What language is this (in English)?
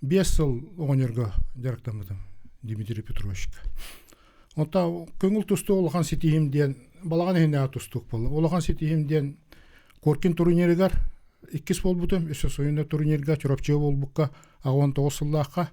Yakut